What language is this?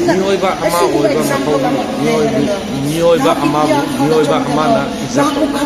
Manipuri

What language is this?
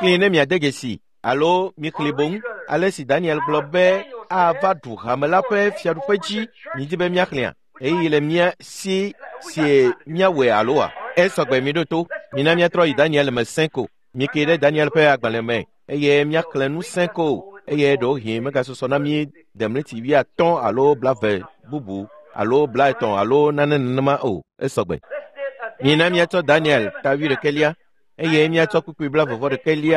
Ewe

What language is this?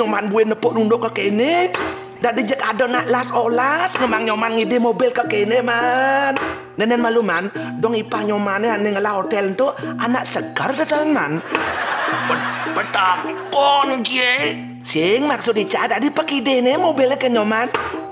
Balinese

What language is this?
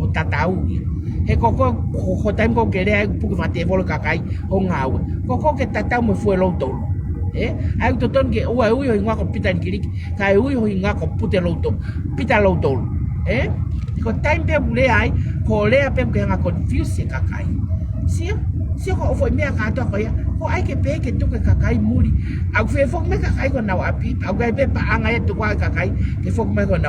Tongan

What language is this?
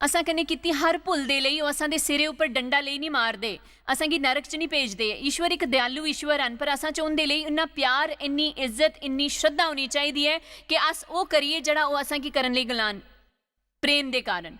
Dogri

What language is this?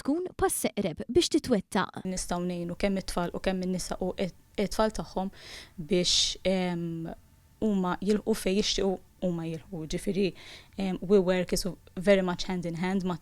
Maltese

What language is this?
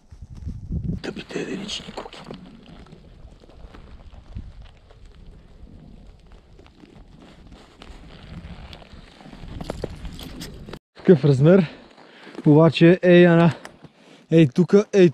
Bulgarian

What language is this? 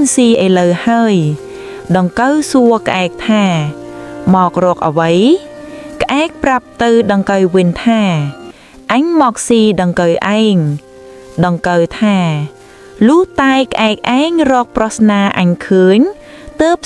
Khmer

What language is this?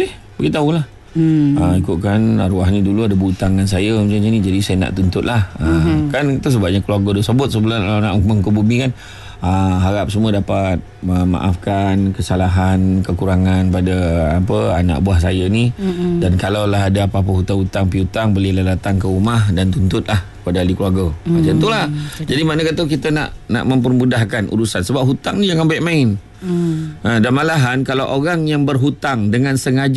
Malay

